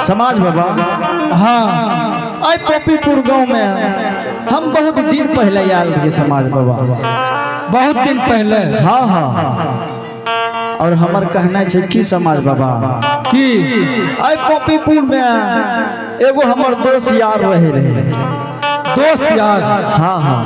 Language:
Angika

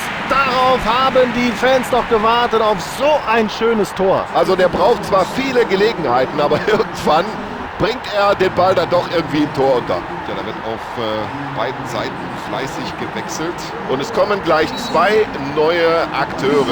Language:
Bavarian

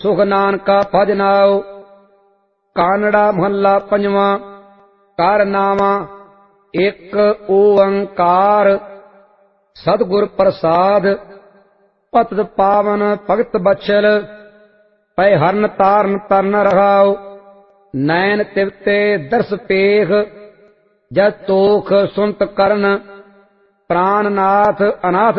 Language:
Punjabi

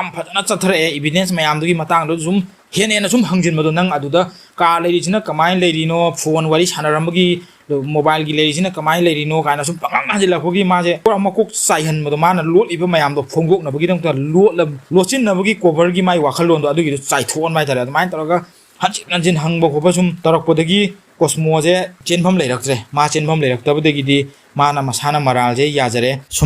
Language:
Manipuri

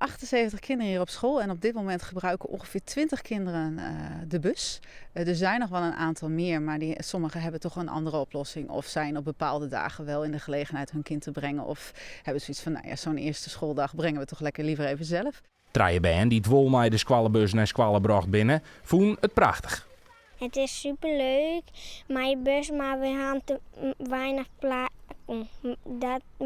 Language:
Western Frisian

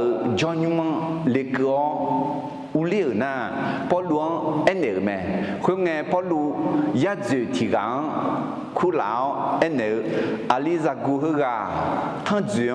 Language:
Akha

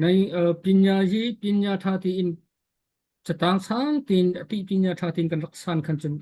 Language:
Hakha Chin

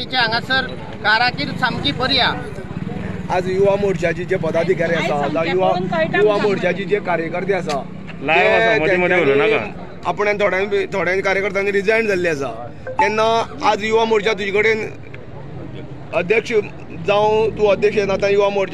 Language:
Konkani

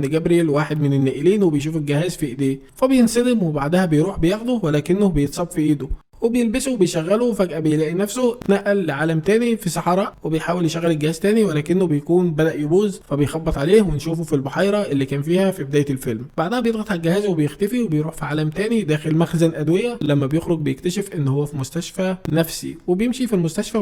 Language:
Egyptian Arabic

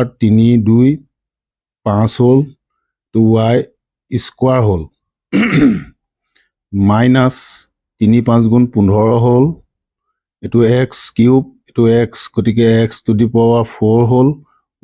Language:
Assamese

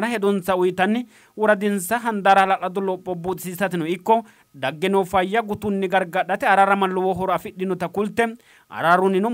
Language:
Sidamo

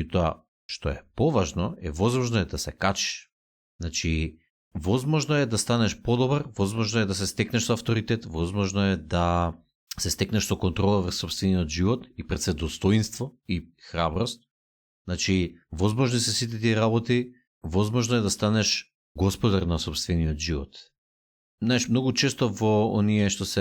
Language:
Macedonian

